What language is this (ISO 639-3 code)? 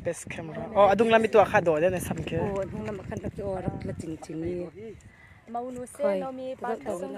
cnh